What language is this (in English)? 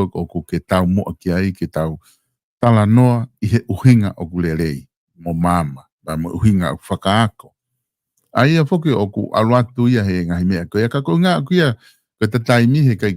Tongan